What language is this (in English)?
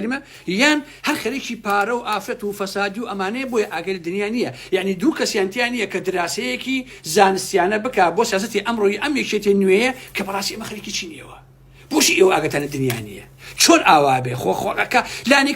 Central Kurdish